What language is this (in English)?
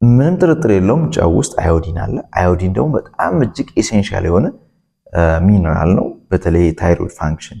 Amharic